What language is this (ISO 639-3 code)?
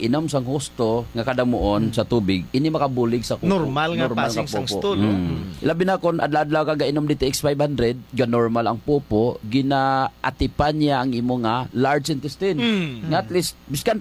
hil